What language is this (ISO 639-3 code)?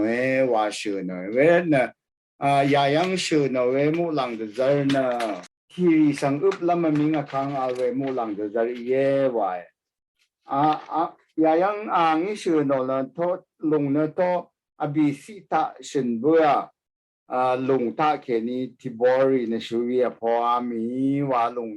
raw